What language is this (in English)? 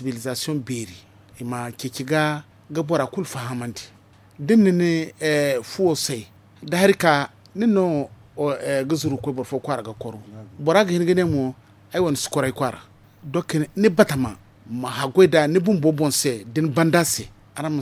Zarma